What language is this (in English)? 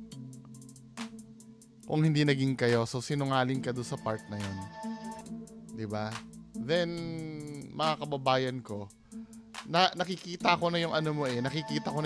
Filipino